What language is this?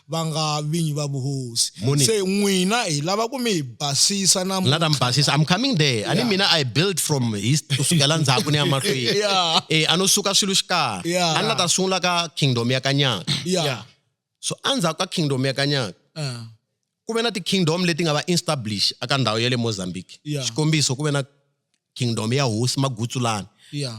Tsonga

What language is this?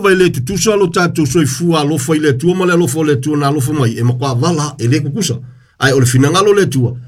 Samoan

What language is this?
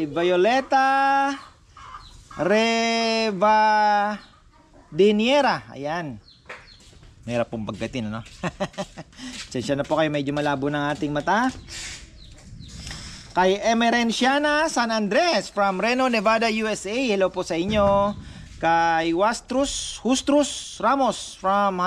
Filipino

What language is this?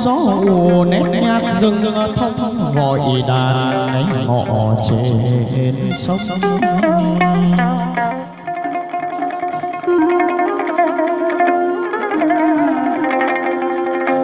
Vietnamese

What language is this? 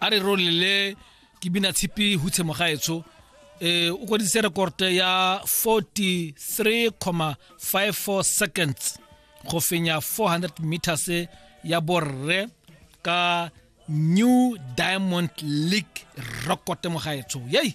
Tswana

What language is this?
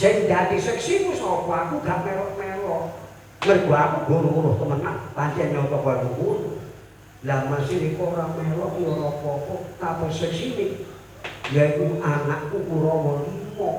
Javanese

